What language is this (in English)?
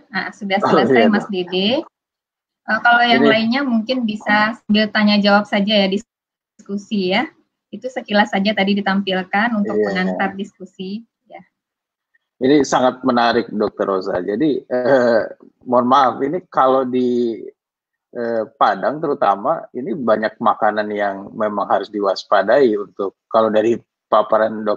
Indonesian